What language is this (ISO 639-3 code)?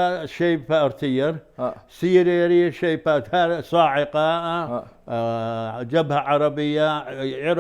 che